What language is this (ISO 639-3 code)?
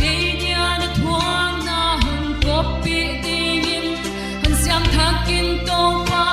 pck